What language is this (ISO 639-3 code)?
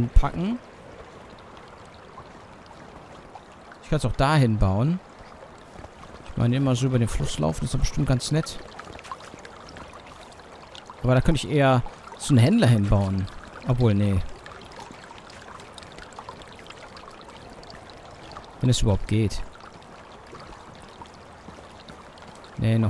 deu